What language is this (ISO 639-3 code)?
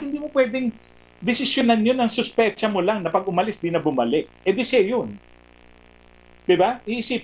fil